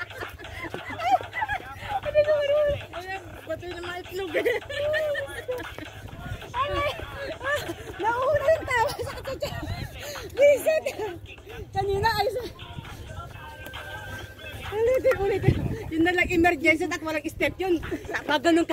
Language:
Filipino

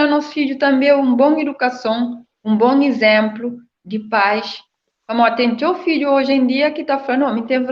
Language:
Kabuverdianu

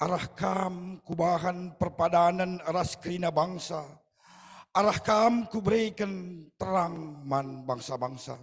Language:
Batak Karo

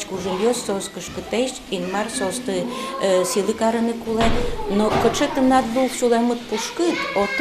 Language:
Udmurt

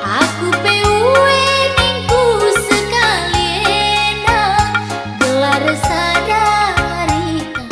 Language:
Batak Karo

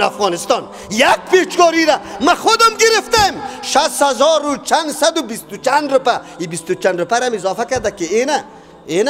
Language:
Persian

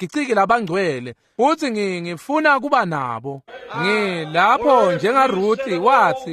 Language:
Swati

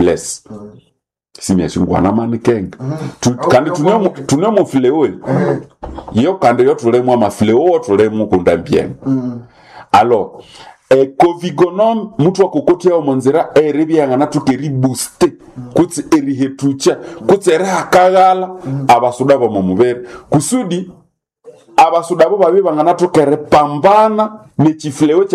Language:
Nande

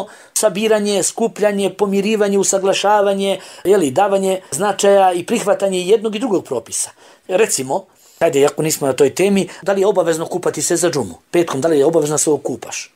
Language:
Bosnian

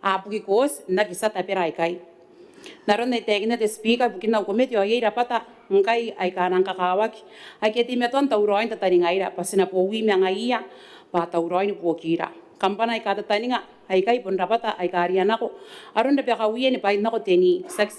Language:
Gilbertese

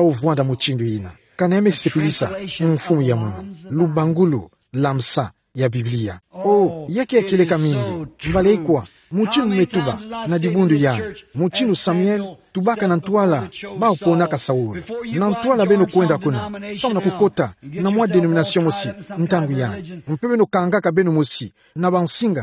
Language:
Kituba (Democratic Republic of Congo)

